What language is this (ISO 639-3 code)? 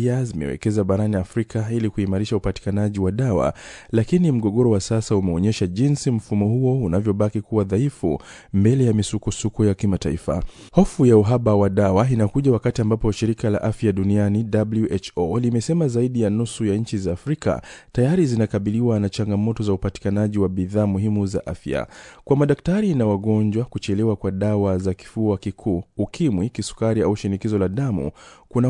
swa